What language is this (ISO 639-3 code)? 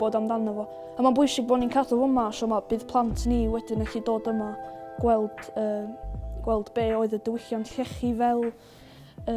cym